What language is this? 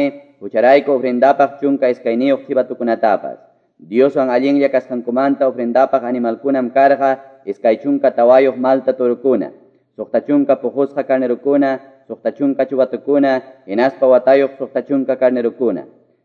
Quechua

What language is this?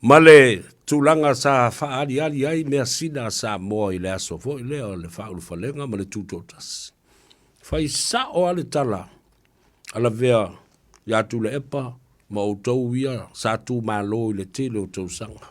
Samoan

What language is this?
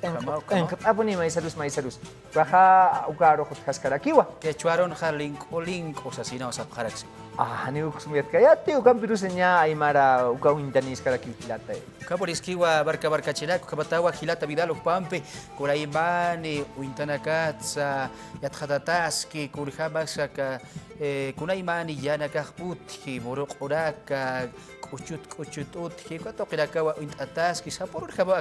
Aymara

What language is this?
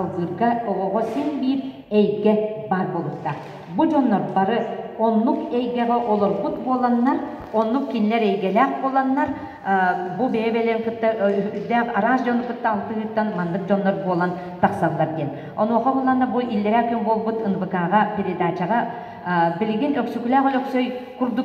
Yakut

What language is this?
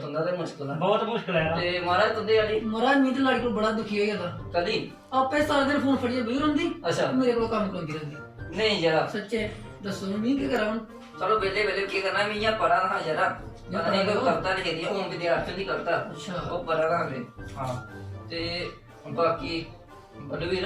Dogri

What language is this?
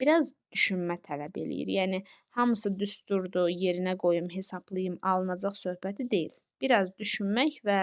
Azerbaijani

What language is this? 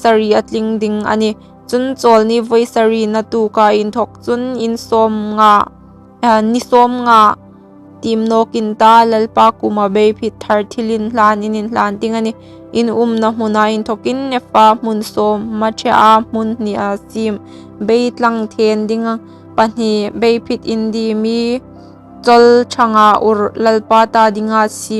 Hmar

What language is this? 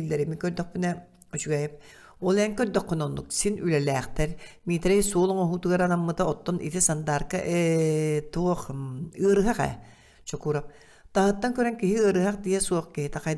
Yakut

